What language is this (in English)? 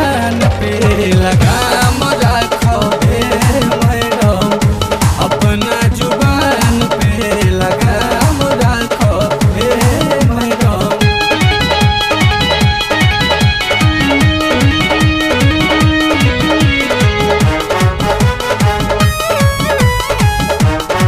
Bhojpuri